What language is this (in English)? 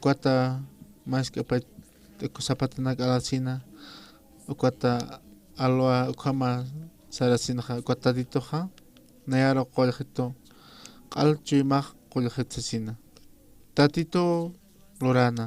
Aymara